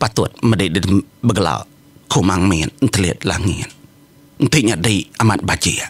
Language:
Iban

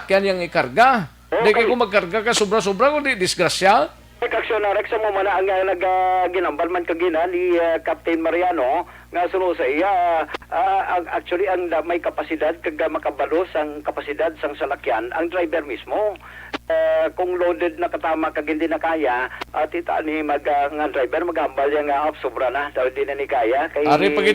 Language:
Hiligaynon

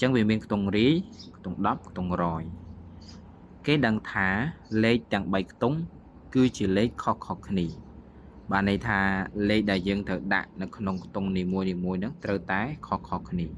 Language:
Khmer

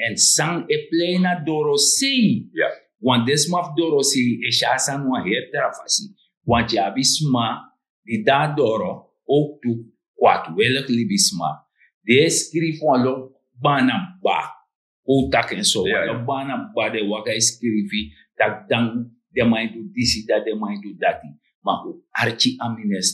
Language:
Sranan Tongo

